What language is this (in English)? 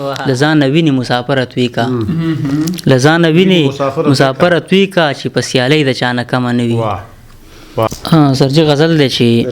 Pashto